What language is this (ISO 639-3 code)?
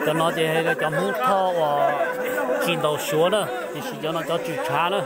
hmn